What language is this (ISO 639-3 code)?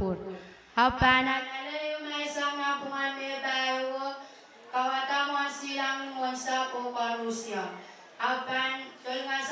pon